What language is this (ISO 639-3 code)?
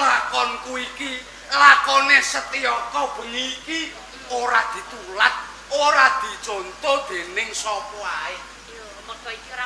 jav